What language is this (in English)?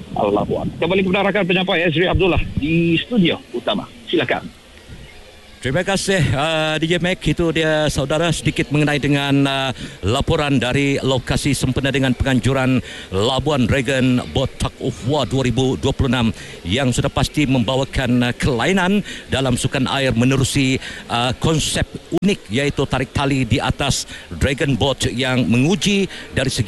Malay